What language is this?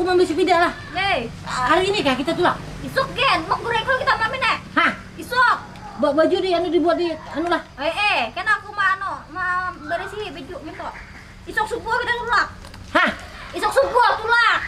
Banjar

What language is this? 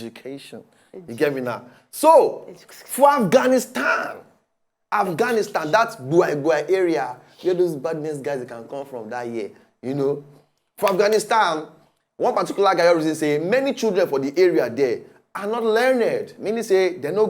Nigerian Pidgin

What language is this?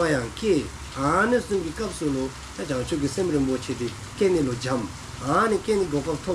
Dzongkha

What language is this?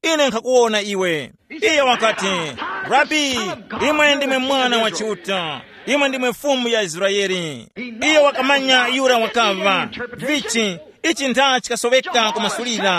Tumbuka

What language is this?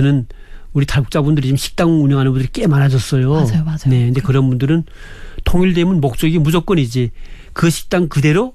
Korean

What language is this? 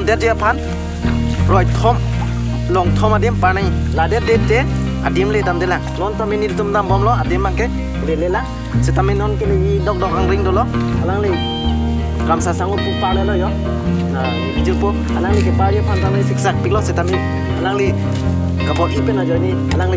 Karbi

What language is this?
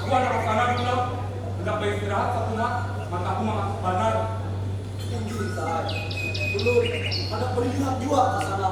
Banjar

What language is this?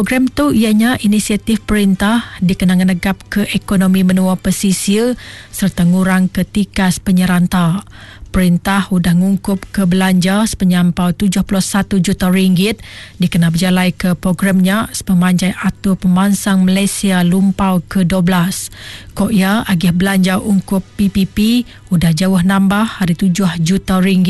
Iban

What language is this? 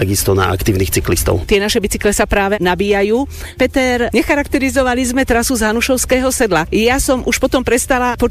Slovak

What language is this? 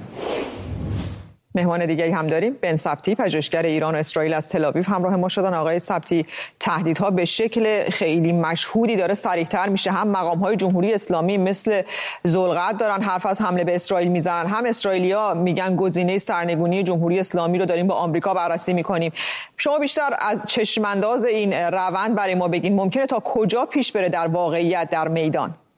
Persian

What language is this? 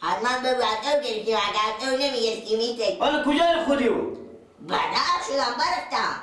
Persian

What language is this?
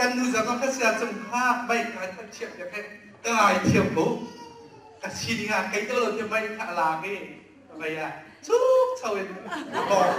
Hakha Chin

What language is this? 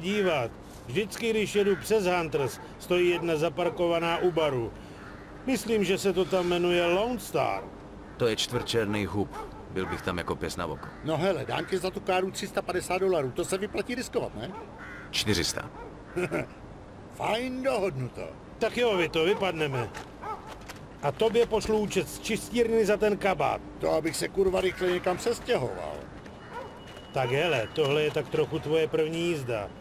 Czech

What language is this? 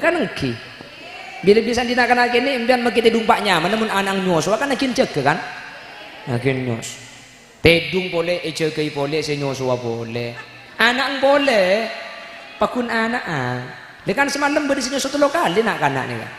Madurese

